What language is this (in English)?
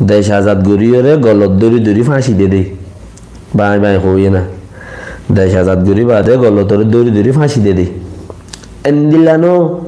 Rohingya